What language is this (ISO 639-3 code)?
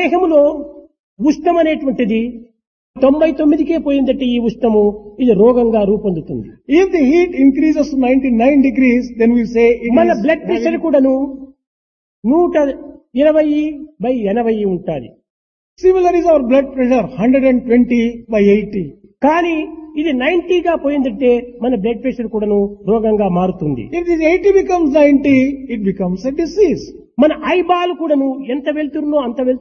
tel